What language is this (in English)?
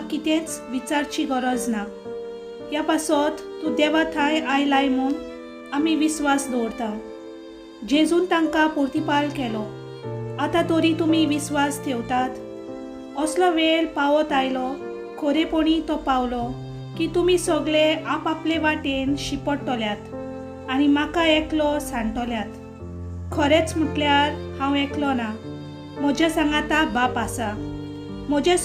Konkani